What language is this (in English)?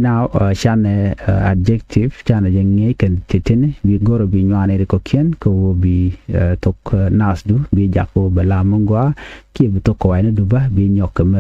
Nuer